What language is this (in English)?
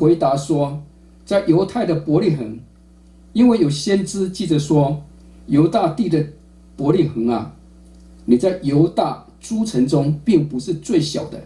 Chinese